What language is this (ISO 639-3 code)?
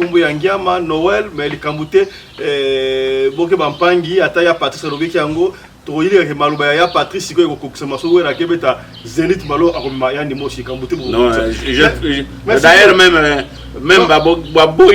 lin